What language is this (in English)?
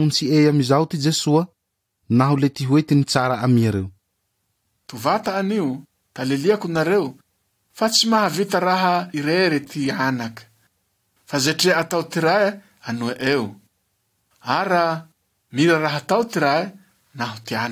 Malagasy